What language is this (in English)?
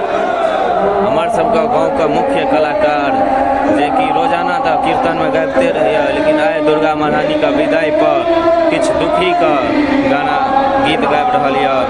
Maithili